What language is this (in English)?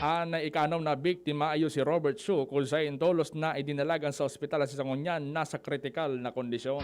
Bikol